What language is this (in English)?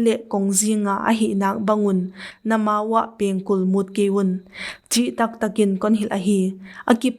Paite Chin